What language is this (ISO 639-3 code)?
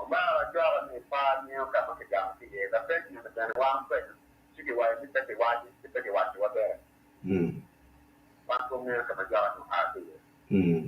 ach